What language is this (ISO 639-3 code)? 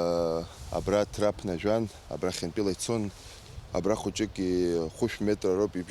abk